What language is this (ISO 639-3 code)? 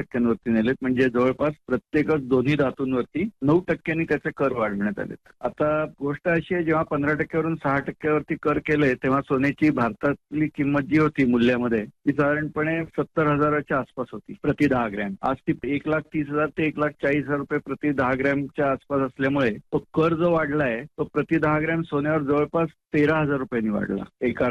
mar